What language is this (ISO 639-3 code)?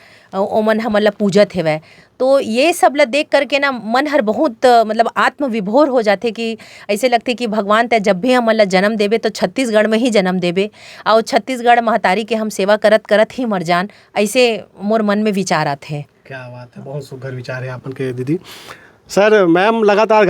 hne